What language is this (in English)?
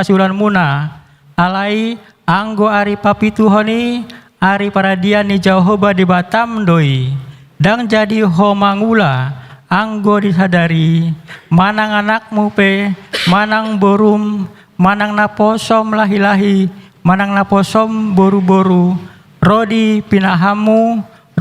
Batak Toba